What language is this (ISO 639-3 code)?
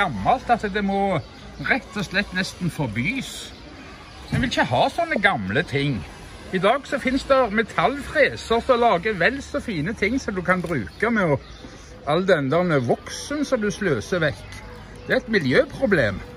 nor